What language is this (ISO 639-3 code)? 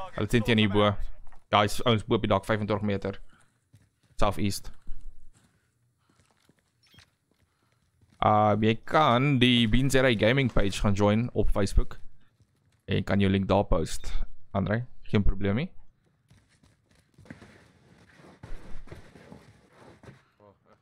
afr